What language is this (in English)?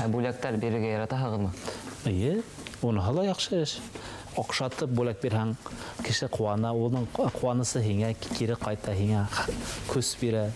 Bashkir